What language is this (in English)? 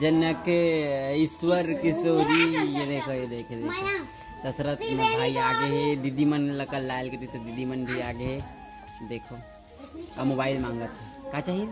Chhattisgarhi